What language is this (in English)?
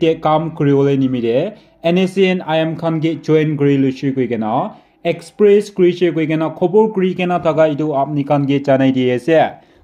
Naga Pidgin